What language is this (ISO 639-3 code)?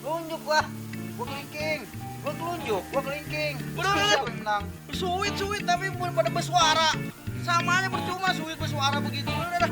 bew